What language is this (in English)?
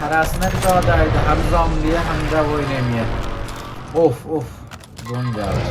South Azerbaijani